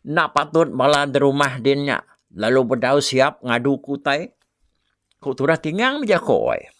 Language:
Iban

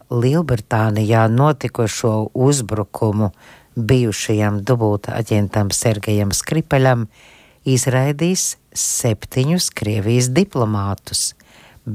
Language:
Latvian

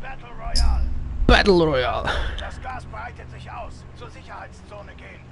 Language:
Swiss German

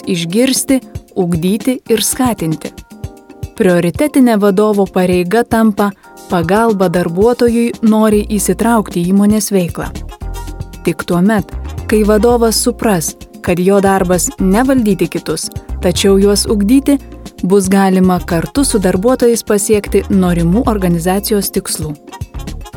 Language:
Lithuanian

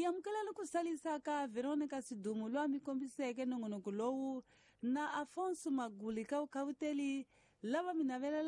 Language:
Tsonga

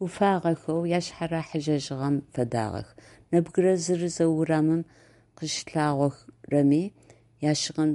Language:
Adyghe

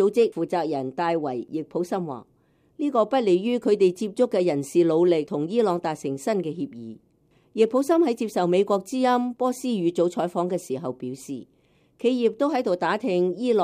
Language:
Cantonese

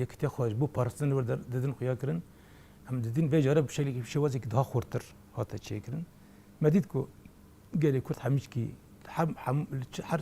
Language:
Kurdish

